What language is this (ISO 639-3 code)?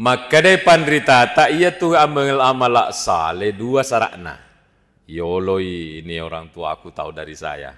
bug